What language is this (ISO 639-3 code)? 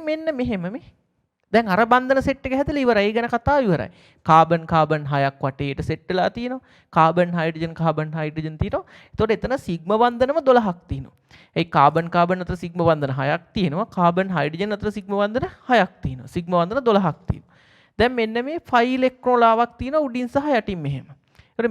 sin